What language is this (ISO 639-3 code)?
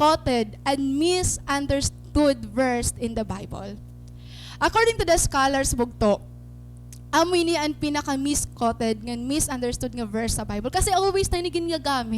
war